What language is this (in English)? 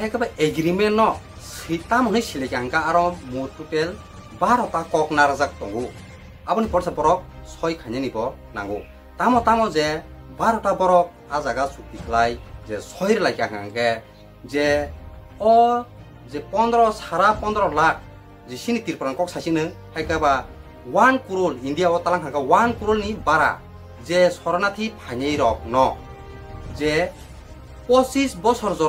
Kok Borok